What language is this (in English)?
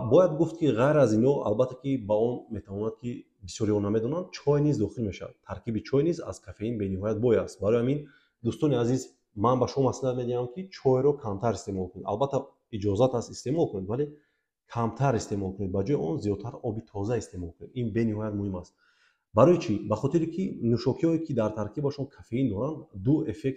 Tajik